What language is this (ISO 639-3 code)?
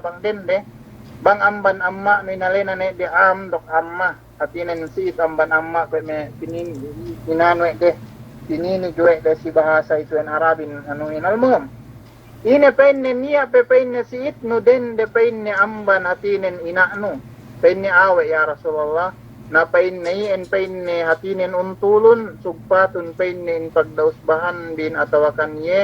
yka